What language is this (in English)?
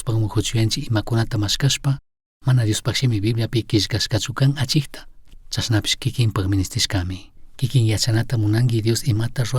Chimborazo Highland Quichua